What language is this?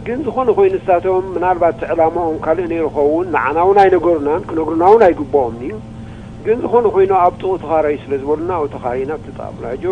Tigrinya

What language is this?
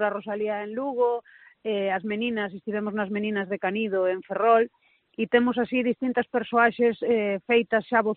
Galician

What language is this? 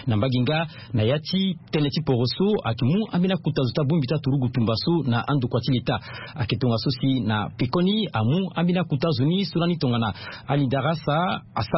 Sango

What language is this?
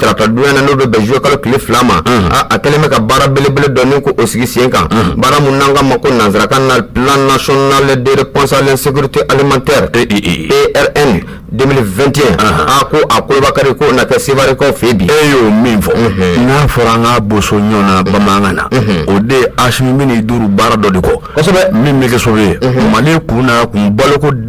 Bambara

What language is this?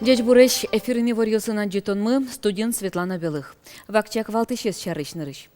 Udmurt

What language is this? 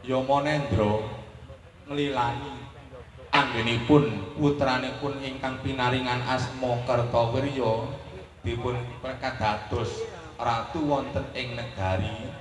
Javanese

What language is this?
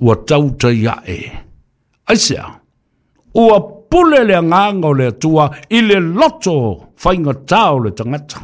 Samoan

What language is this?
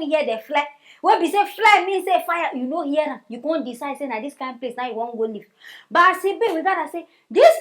Nigerian Pidgin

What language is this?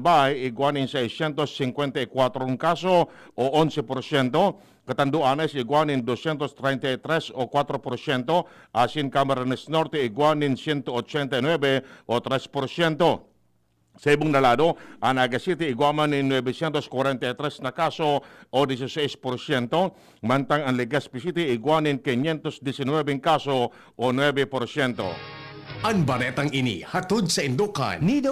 Bikol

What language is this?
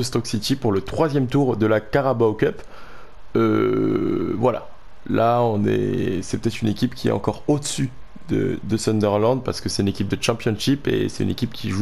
French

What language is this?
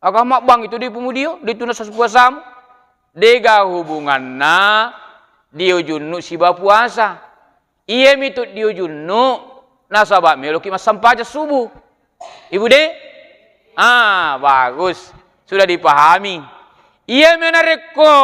Buginese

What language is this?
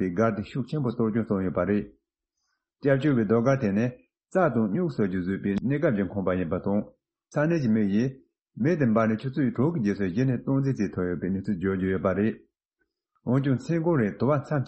Tibetan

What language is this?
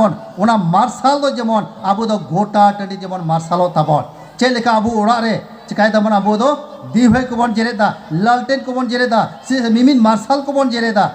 Santali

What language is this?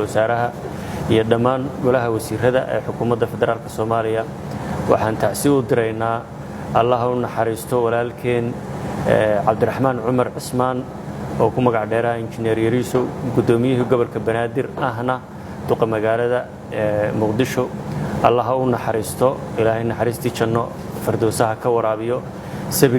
Somali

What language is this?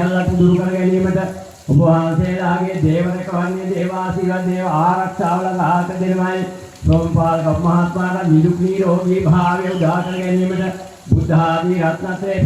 Sinhala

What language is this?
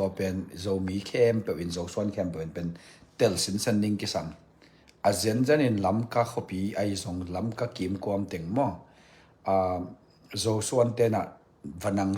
Tedim Chin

